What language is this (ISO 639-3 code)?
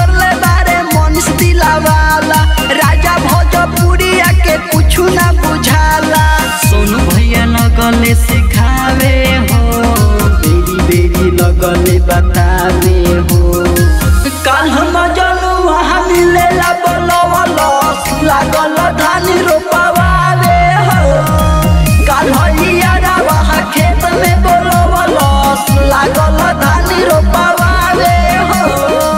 bho